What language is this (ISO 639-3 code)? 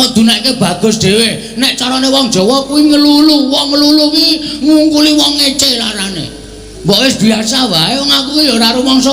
jav